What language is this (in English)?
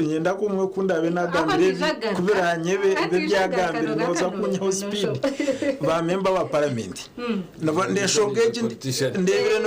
Nyankole